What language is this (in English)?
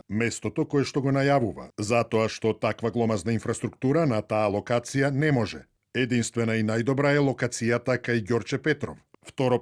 Macedonian